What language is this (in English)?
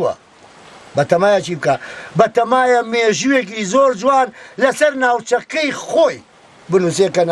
Central Kurdish